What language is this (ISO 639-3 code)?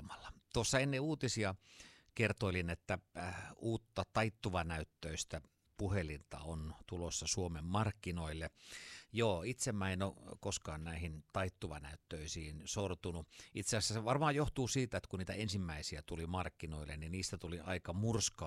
fin